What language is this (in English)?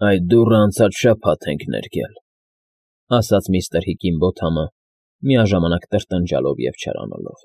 Armenian